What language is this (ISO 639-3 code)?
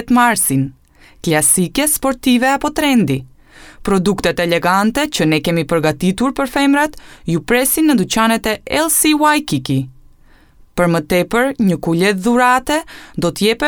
sqi